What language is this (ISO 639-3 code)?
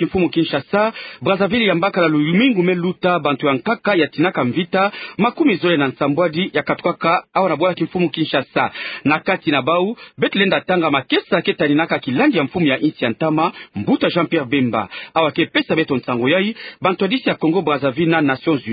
ktu